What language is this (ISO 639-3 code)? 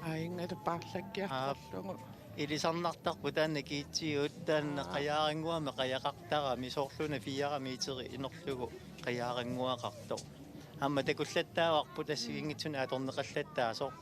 kal